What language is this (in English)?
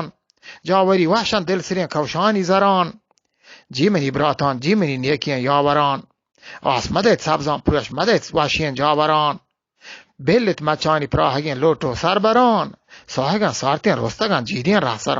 Eastern Balochi